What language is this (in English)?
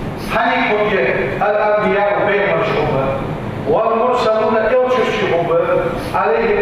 Ingush